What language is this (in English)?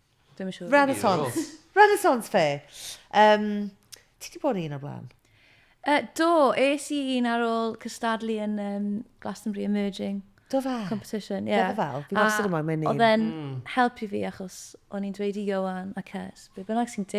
Welsh